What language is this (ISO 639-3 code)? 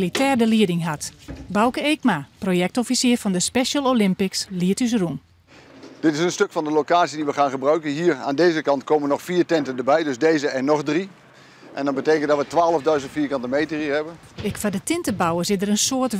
fry